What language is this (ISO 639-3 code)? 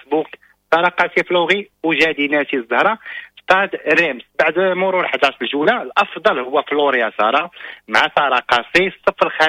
ary